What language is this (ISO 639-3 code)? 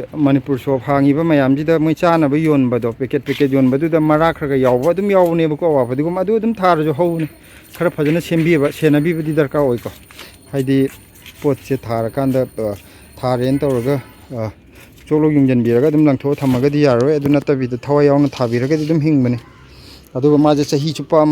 mni